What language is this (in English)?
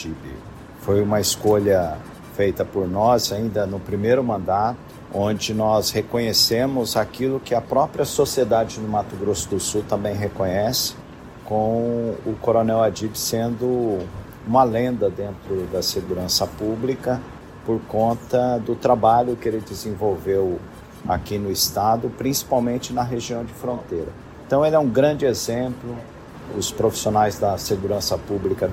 Portuguese